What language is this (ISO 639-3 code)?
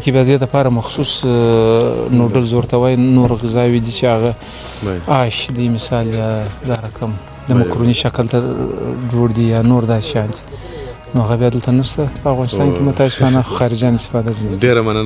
pus